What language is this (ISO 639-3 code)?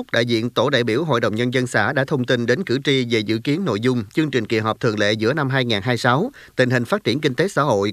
vie